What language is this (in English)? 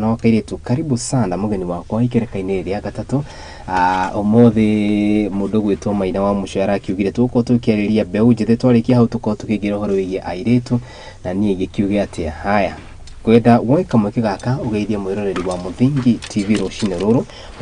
Kikuyu